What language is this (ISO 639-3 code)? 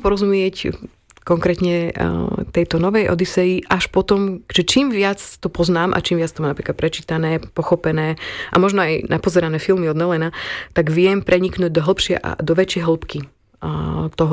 slk